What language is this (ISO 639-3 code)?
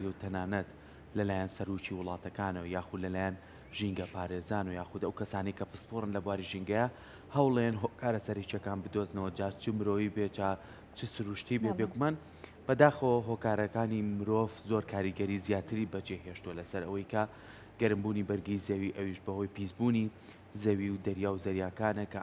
ckb